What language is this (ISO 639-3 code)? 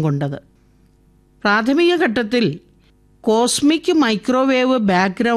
mal